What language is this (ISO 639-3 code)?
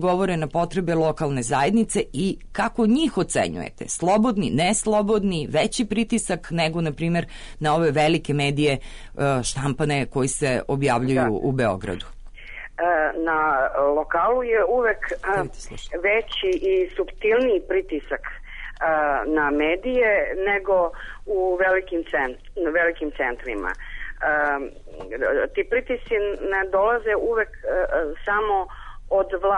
srp